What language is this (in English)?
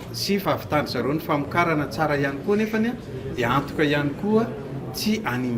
Malagasy